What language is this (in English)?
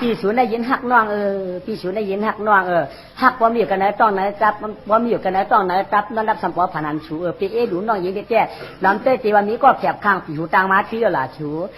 Shan